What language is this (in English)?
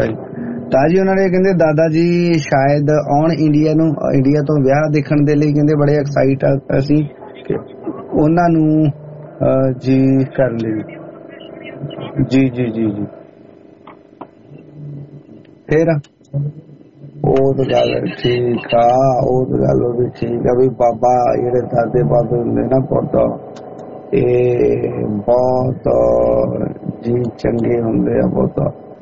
Punjabi